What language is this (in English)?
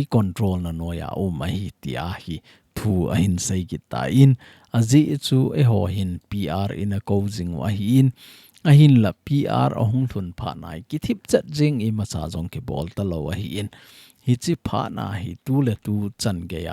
Thado Chin